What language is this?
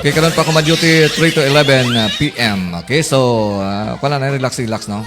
Hiligaynon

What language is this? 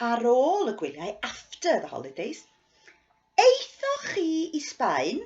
Welsh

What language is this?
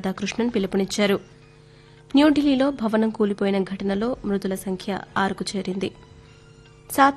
Telugu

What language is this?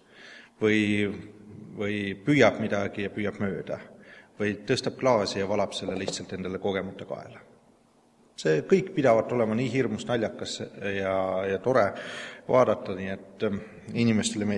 Estonian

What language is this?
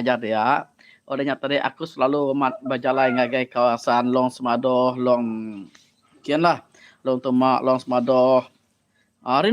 Iban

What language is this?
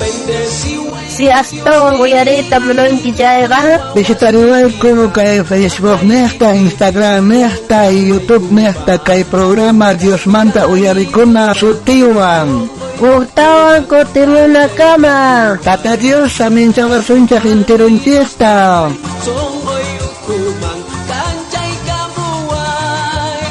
South Bolivian Quechua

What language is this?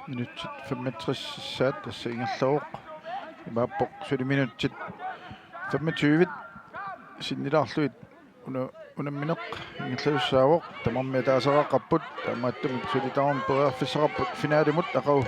Kalaallisut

